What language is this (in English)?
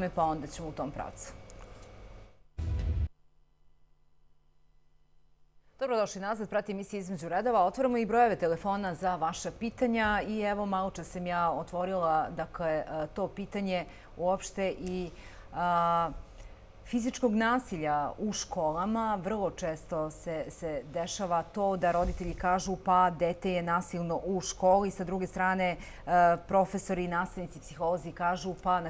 Serbian